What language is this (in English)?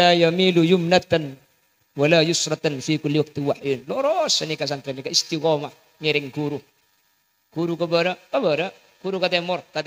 Madurese